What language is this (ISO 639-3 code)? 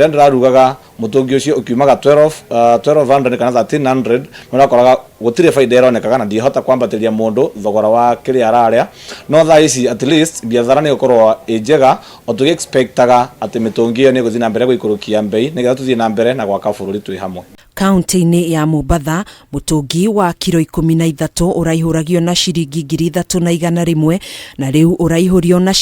kik